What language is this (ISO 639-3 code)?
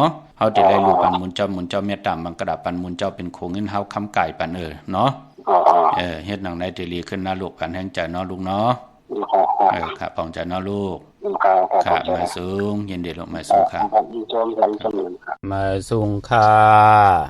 shn